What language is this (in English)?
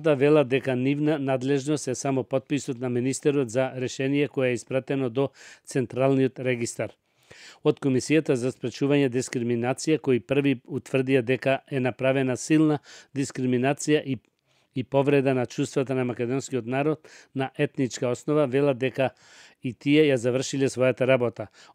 Macedonian